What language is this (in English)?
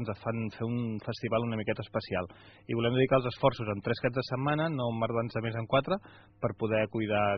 Catalan